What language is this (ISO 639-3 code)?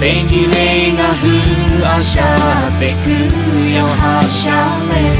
lhu